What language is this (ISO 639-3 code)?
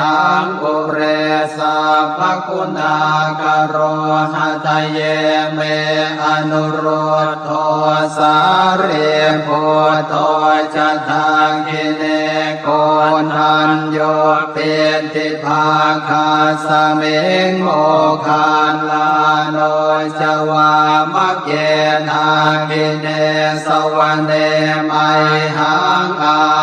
pli